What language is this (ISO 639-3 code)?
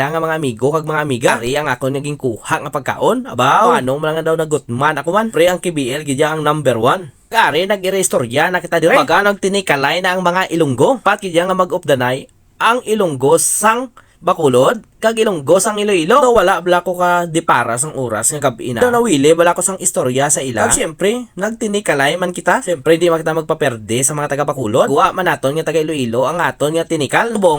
hil